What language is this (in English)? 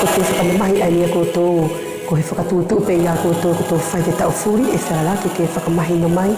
Wallisian